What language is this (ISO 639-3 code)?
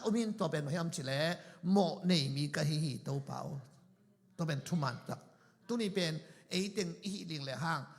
ctd